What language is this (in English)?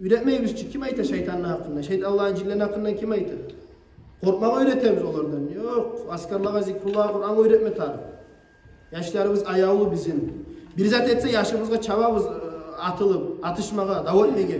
Kumyk